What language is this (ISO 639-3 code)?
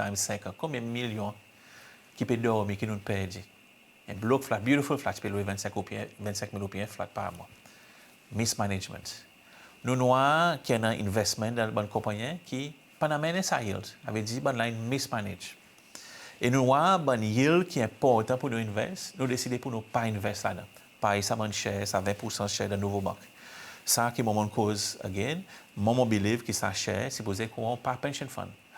crs